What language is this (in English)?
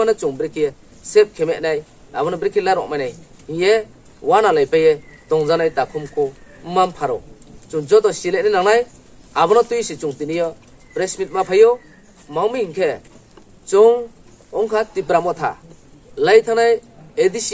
Riang (India)